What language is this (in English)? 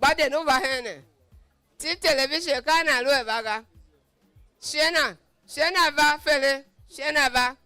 Tiv